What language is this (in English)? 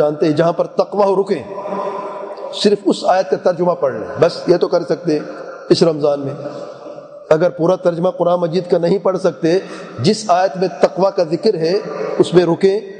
Urdu